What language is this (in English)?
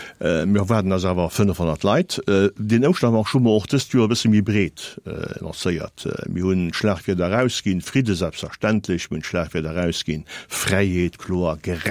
Luxembourgish